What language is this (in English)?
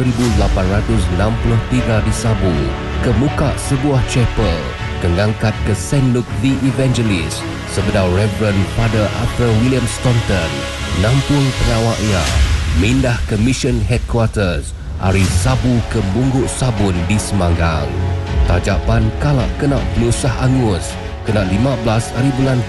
Iban